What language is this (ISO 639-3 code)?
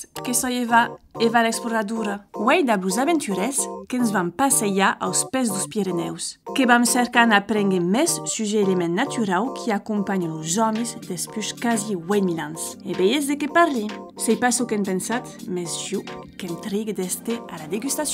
oci